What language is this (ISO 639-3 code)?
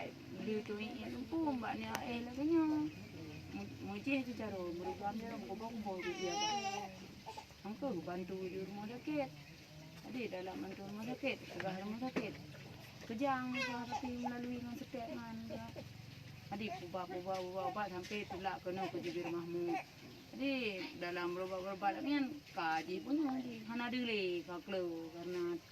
ace